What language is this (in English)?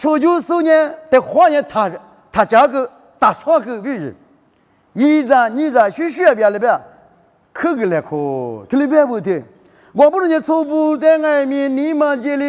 Lisu